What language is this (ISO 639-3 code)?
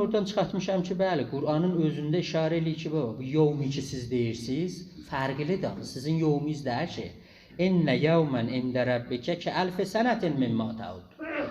azb